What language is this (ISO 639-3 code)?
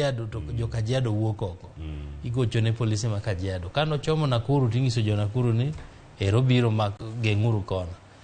luo